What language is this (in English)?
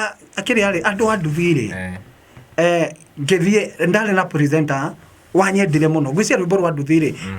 Kikuyu